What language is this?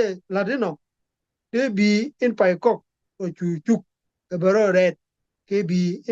Nuer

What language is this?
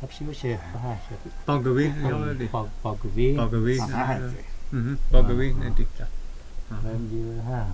Totontepec Mixe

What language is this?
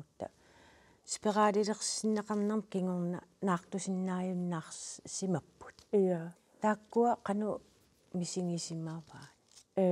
Kalaallisut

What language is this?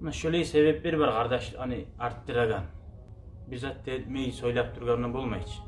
Kumyk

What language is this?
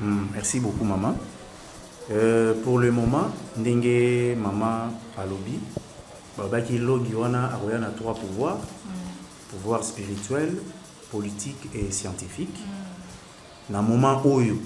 Lingala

